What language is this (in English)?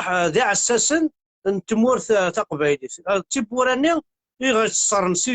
Kabyle